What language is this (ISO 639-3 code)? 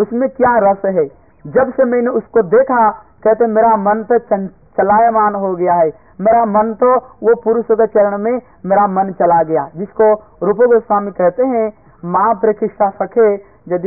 hin